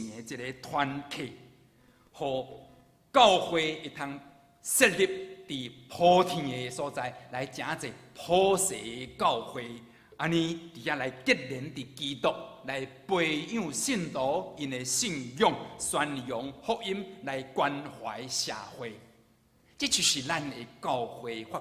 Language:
Min Nan Chinese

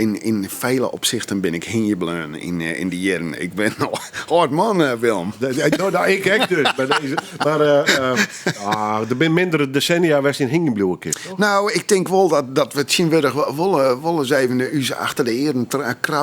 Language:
Western Frisian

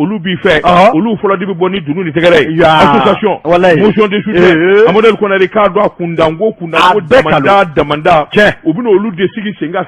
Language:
Bambara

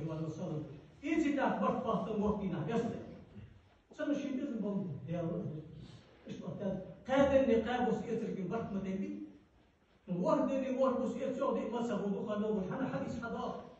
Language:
Ingush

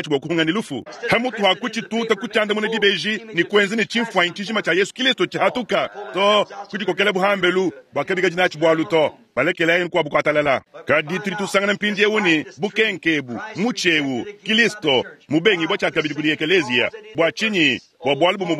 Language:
Luba-Lulua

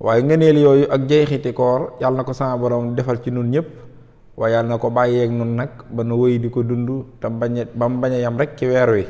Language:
Wolof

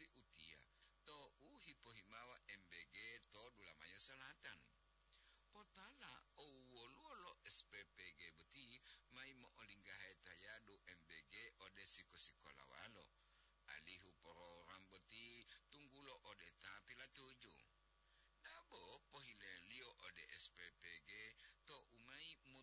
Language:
Gorontalo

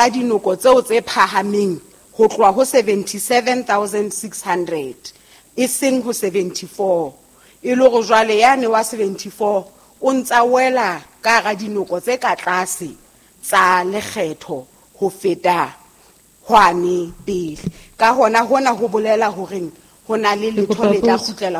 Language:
Southern Sotho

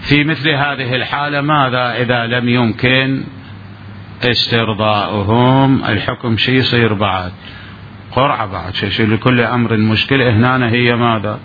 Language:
Mesopotamian Arabic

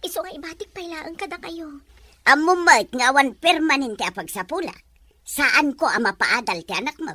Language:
Iloko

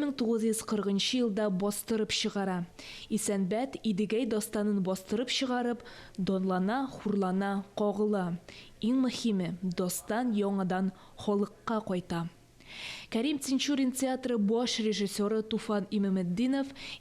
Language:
Tatar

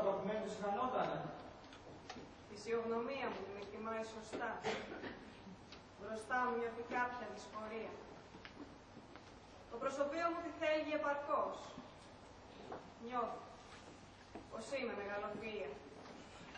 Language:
Greek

